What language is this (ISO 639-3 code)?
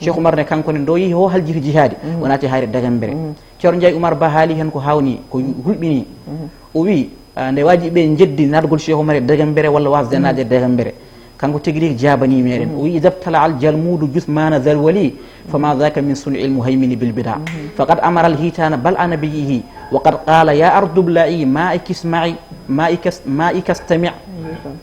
ful